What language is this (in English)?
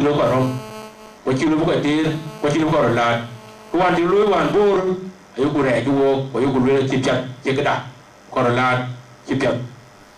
Dinka